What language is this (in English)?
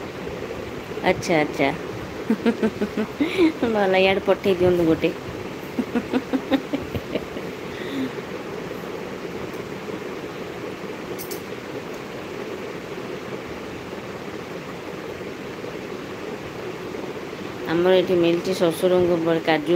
Odia